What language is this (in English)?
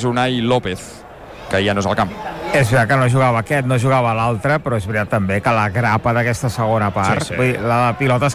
Catalan